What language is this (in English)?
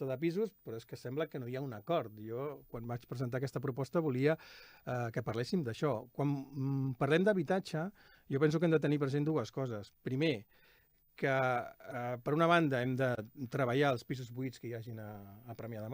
Catalan